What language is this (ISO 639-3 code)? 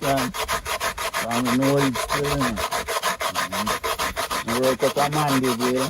jam